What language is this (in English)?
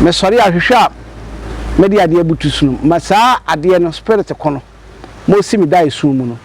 Akan